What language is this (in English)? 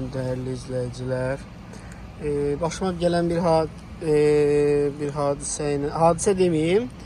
Azerbaijani